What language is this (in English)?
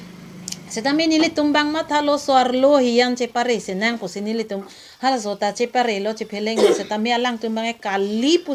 Karbi